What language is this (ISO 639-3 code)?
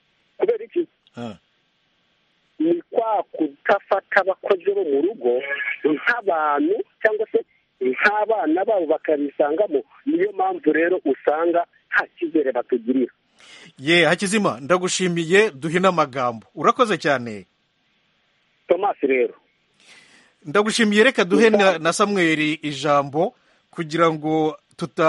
kin